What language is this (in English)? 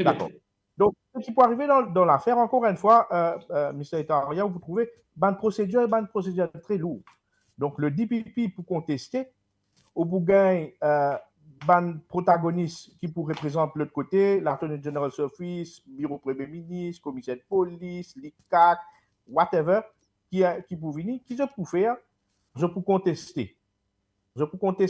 Morisyen